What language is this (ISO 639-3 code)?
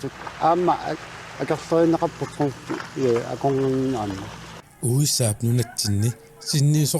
kal